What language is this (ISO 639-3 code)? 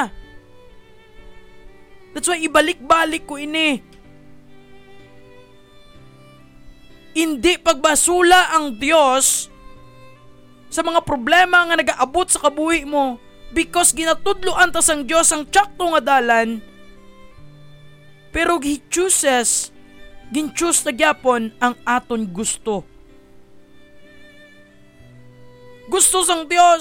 hil